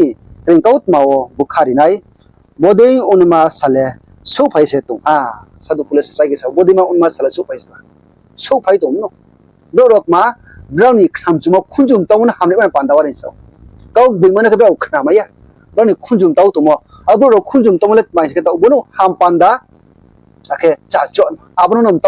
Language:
Riang (India)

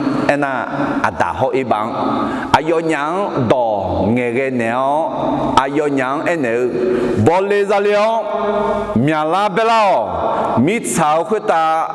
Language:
Akha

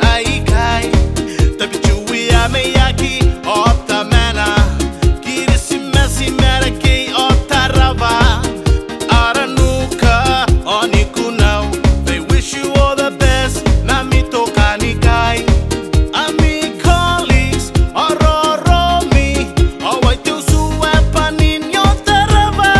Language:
Gilbertese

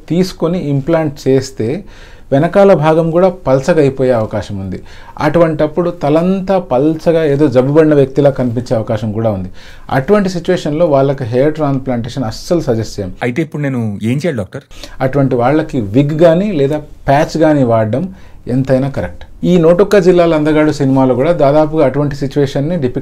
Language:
Telugu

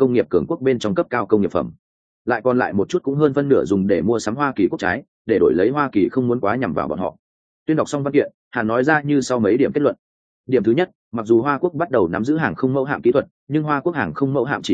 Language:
Vietnamese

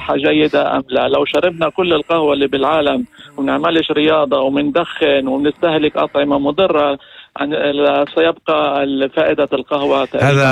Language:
North Levantine Arabic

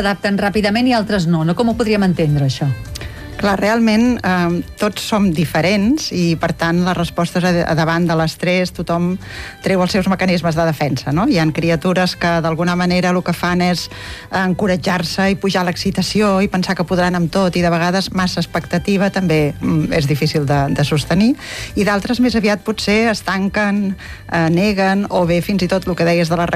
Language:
Catalan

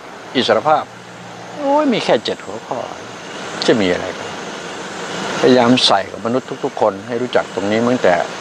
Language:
Thai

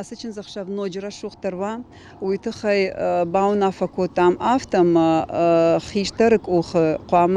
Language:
Ossetic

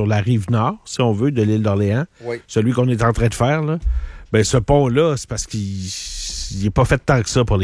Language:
French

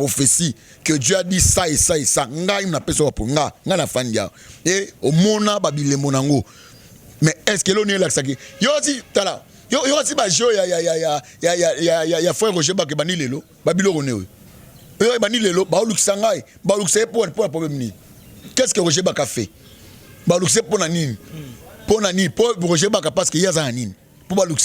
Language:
Lingala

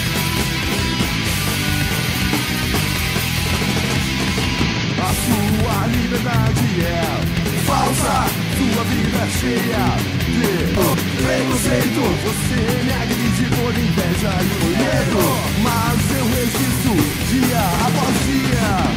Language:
Portuguese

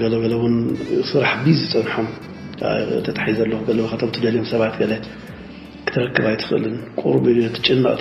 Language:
Tigrinya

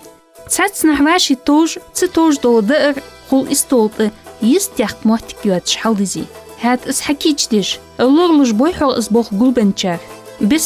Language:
Ingush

